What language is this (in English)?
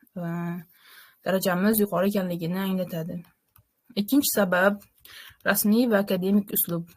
Uzbek